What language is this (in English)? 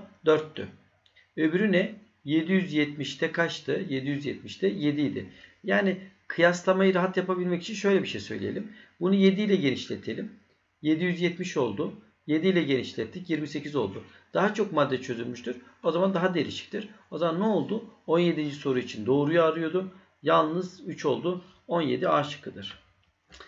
Turkish